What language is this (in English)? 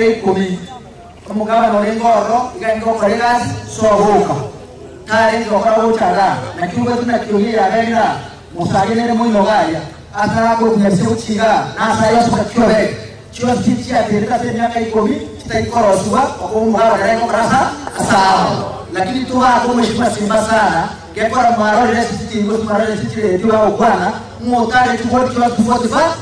Gusii